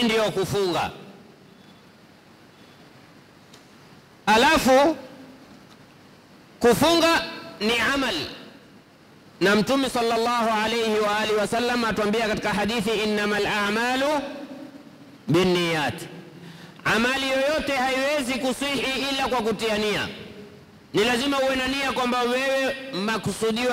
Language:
Swahili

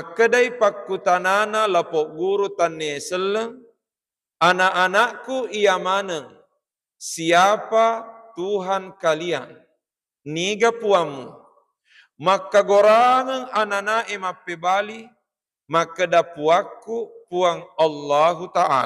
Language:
Buginese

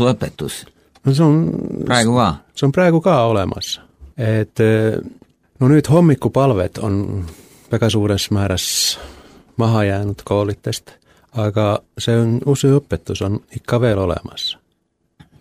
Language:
Estonian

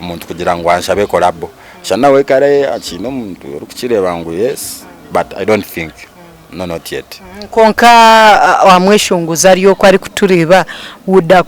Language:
Nyankole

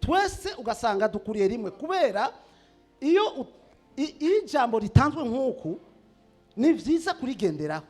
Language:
Rundi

